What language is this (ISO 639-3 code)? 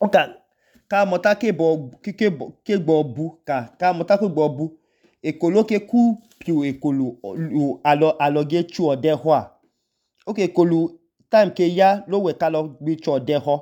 idu